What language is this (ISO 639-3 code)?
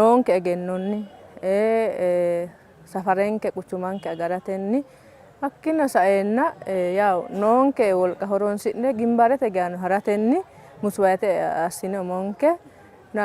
sid